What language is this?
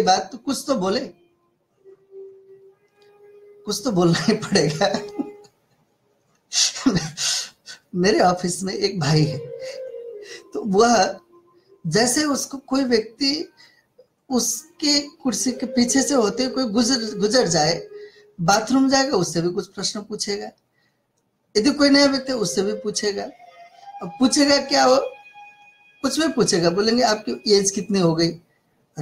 Hindi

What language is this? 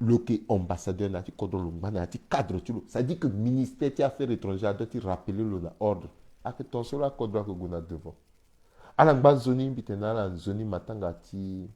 Sango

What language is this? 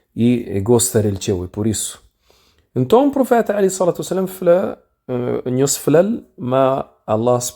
Kabuverdianu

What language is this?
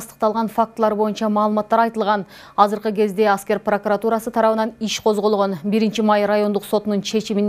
Kyrgyz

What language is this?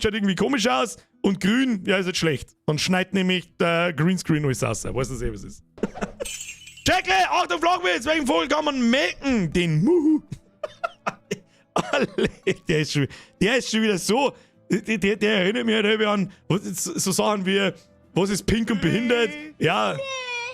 Bavarian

